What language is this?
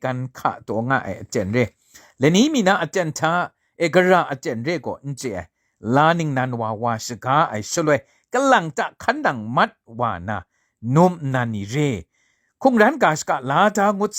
Kachin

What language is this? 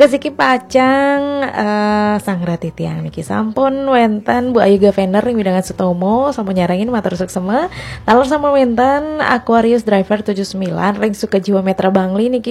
Balinese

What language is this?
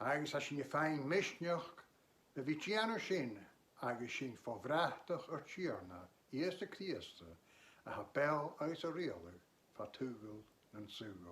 Scottish Gaelic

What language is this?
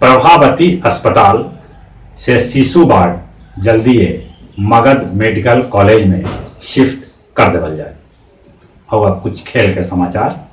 Magahi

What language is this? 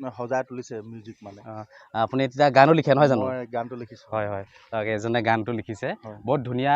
Assamese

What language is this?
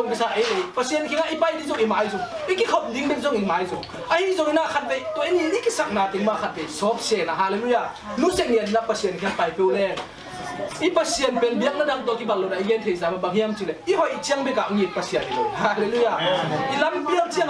Tedim Chin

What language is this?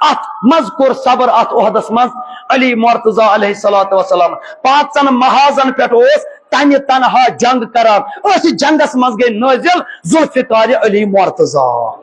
Kashmiri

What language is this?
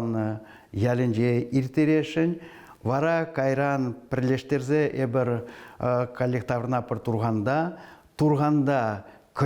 Chuvash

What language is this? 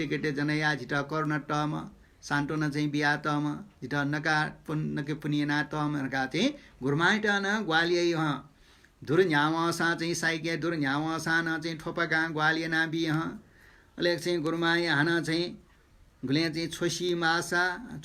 Newari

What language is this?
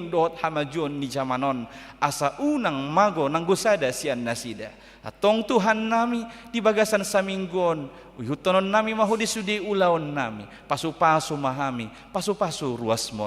Batak Toba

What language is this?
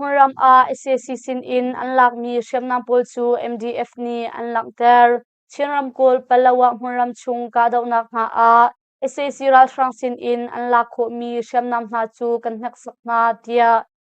Hakha Chin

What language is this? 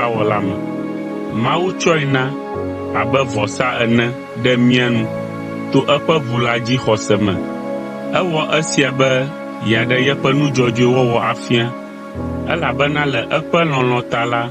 Ewe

